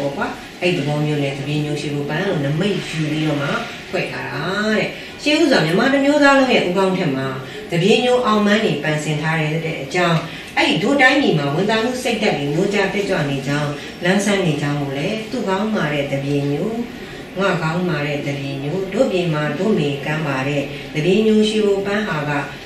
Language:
Burmese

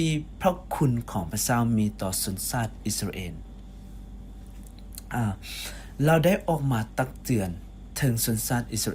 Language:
Lao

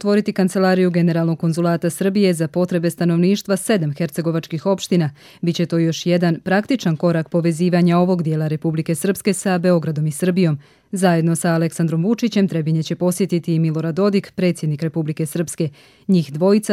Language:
Croatian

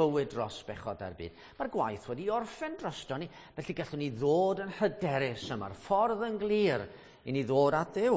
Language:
Welsh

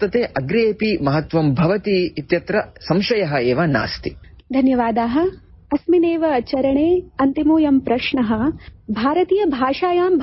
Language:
Sanskrit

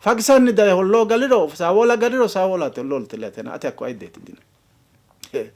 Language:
Sidamo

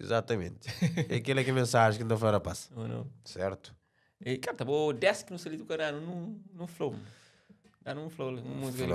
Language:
Kabuverdianu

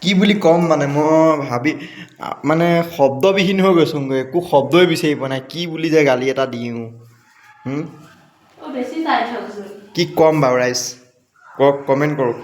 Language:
Assamese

